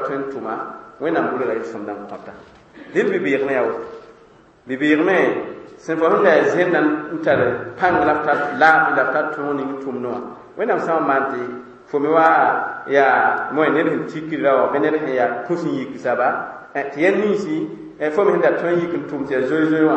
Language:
Mossi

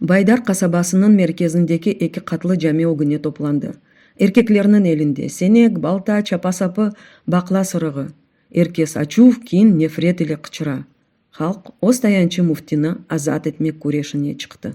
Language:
Crimean Tatar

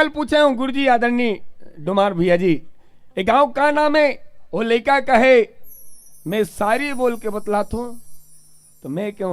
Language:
Chhattisgarhi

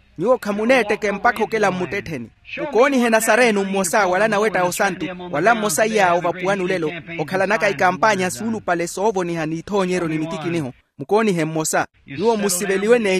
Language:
Makhuwa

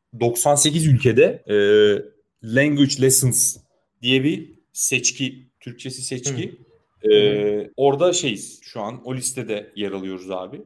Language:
Turkish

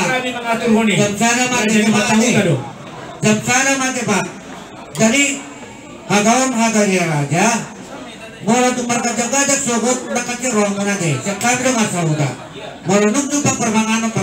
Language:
Batak Toba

